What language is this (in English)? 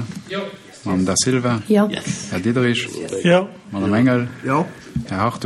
Luxembourgish